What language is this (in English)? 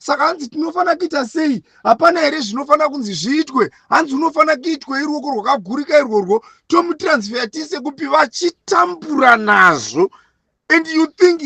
Shona